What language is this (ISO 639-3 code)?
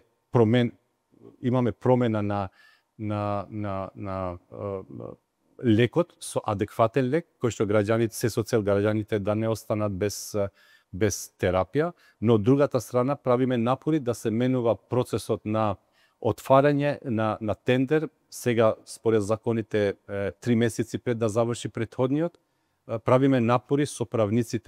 mkd